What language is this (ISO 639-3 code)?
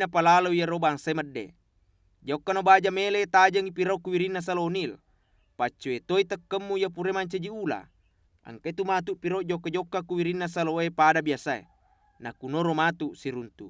bug